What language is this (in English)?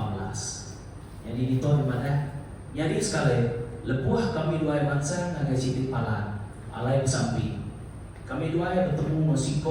Iban